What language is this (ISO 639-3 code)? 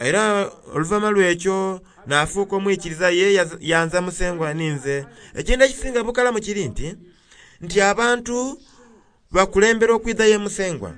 xog